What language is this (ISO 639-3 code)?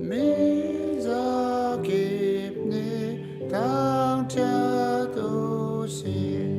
cnh